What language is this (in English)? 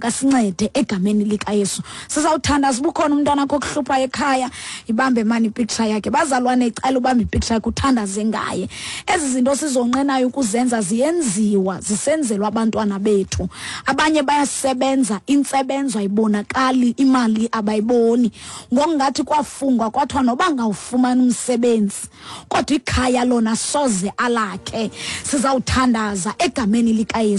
Xhosa